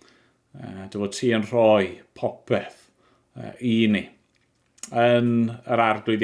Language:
Welsh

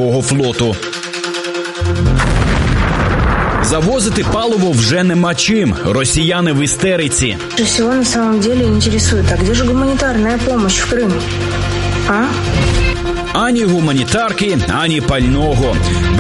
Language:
Ukrainian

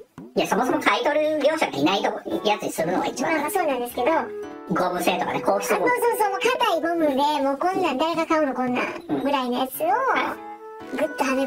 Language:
Japanese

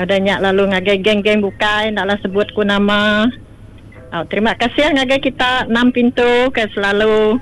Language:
Iban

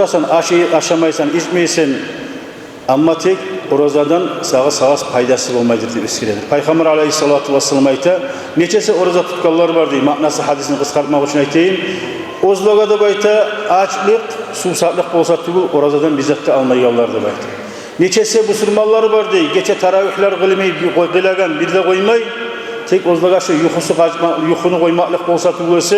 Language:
Kumyk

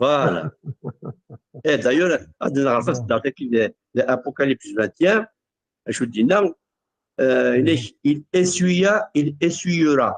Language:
Kabyle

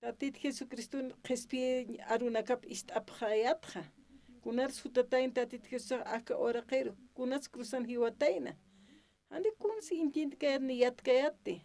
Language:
Aymara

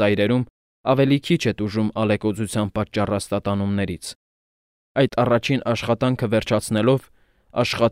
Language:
Armenian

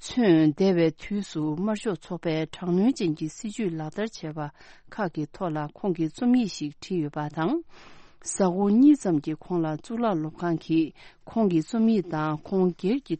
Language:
Tibetan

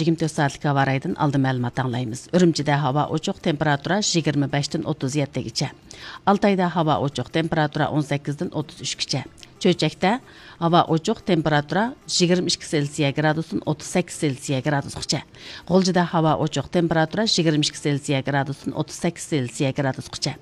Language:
Uyghur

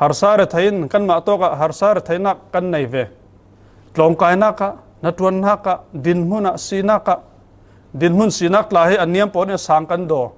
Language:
Falam Chin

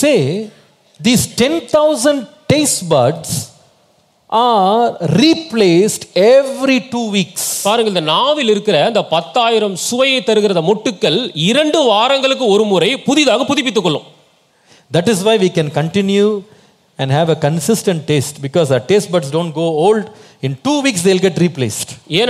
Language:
Tamil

